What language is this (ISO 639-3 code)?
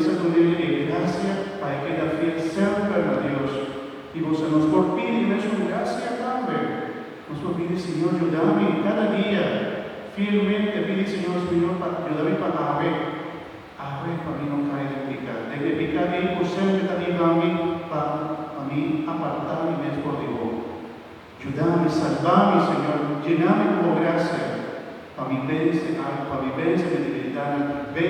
pap